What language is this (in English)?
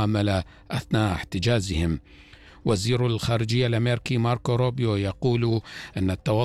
Arabic